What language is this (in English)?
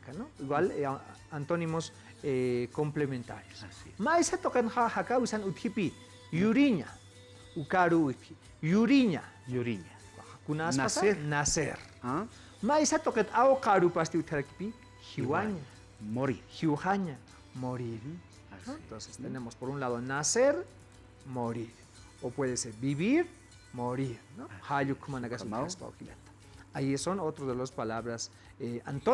Aymara